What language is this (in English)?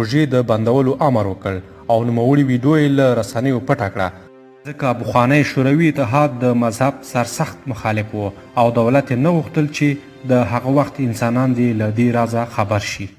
Pashto